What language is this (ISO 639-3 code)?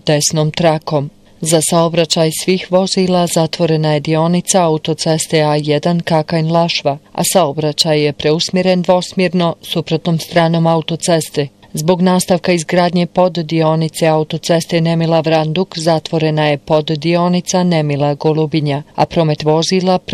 bos